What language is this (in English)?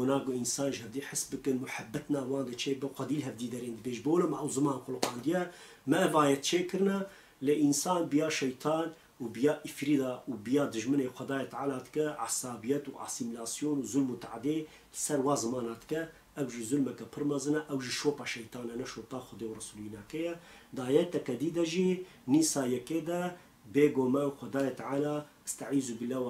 Kurdish